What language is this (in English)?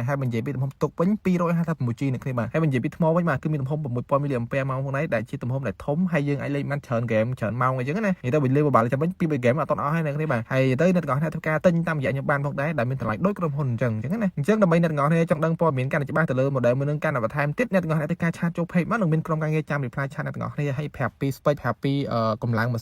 Khmer